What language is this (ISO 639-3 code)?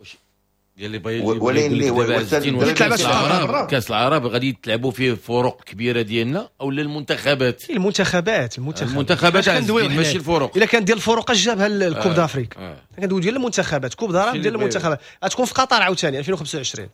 ary